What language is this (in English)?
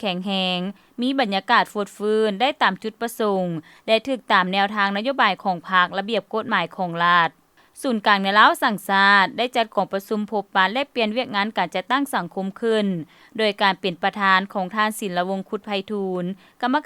Lao